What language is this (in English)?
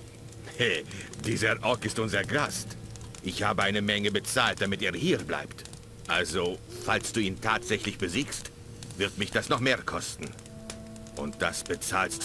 Bavarian